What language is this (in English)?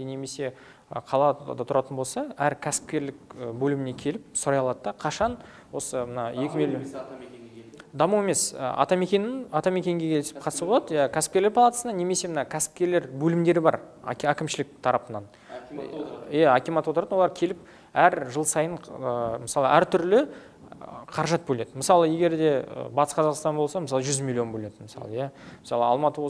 Kazakh